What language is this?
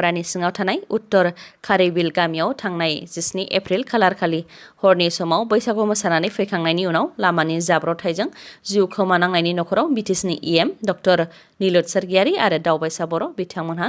Bodo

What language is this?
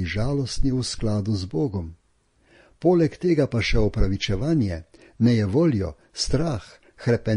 Slovenian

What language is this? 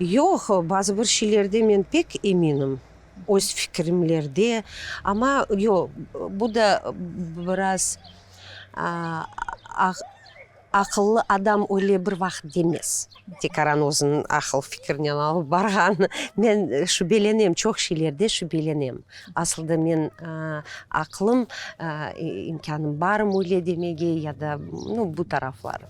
Crimean Tatar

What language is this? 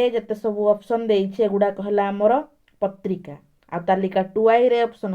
Odia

